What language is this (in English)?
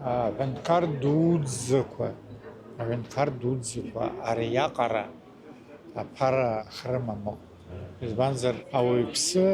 Abkhazian